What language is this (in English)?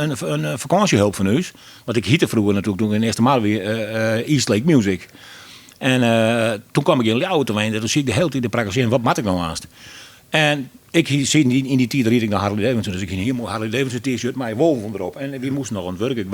Western Frisian